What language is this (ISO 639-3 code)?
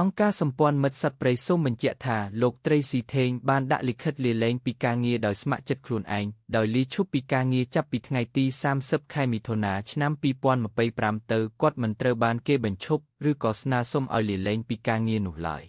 khm